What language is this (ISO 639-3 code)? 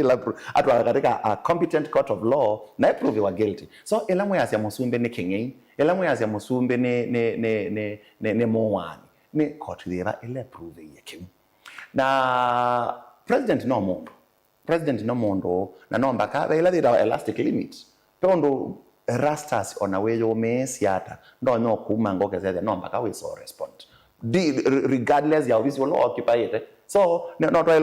kam